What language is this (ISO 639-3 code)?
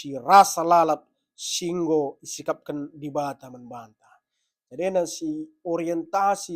btx